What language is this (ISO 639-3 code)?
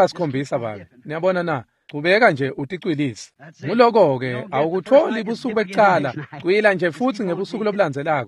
ssw